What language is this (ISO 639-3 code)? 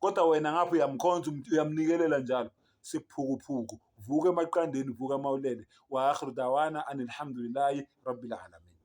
zul